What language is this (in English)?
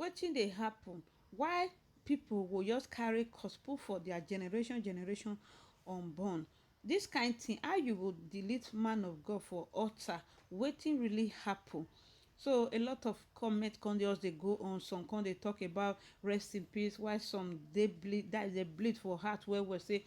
Nigerian Pidgin